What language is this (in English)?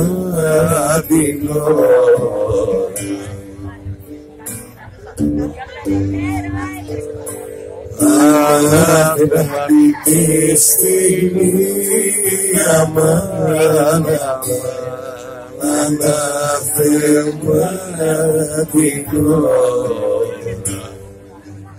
Greek